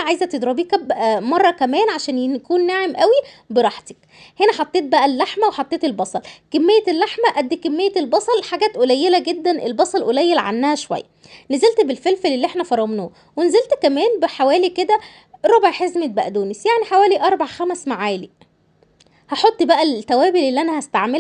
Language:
Egyptian Arabic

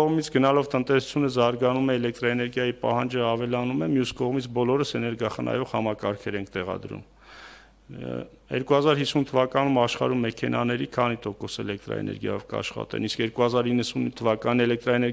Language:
Armenian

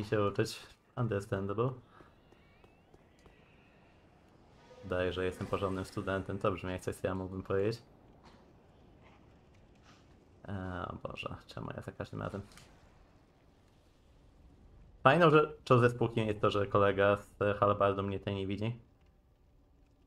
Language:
Polish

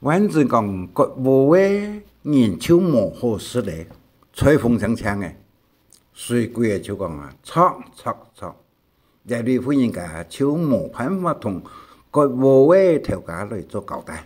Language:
Hakka Chinese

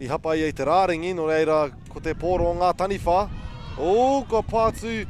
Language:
Māori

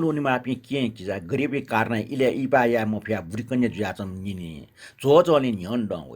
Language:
Newari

